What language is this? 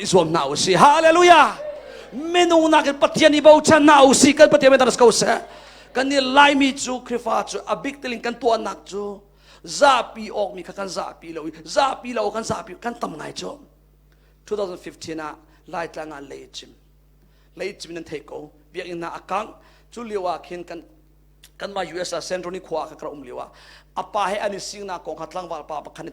Hakha Chin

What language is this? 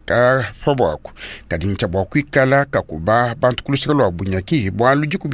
Luba-Lulua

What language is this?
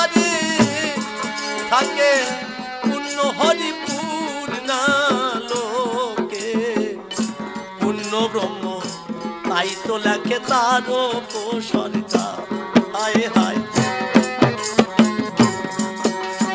Bangla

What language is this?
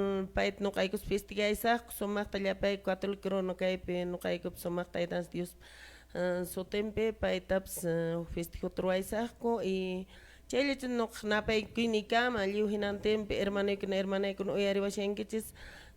Quechua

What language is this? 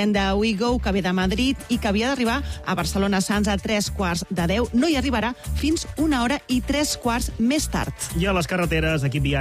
Catalan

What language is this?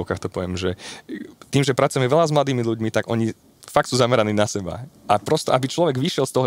Slovak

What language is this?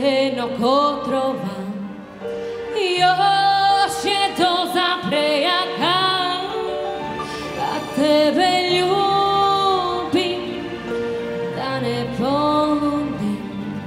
Croatian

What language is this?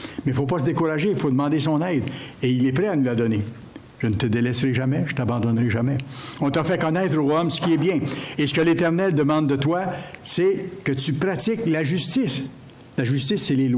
French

